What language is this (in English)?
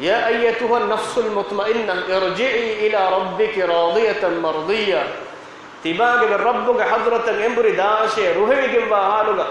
Divehi